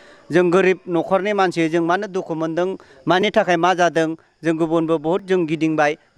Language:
Bodo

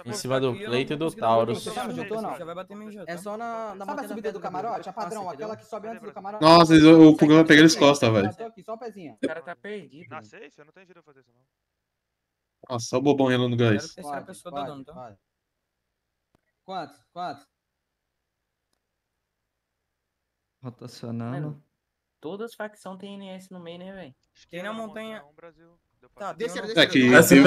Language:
Portuguese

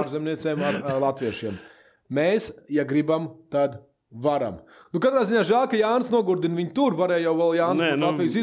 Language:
Latvian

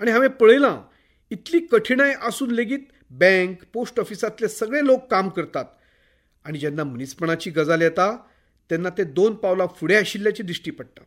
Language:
Konkani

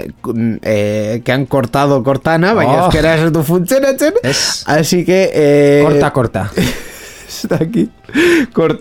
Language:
Basque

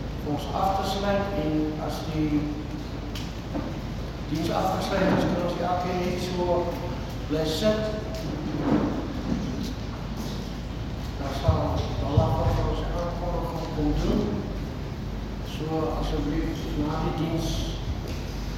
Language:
Afrikaans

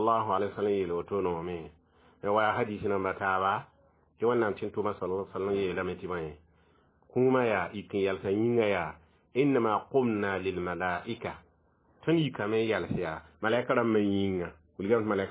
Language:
Mossi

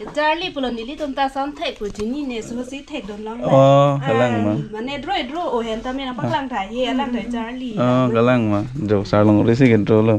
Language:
Karbi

